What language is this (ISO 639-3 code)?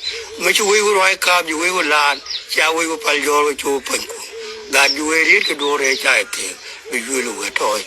nus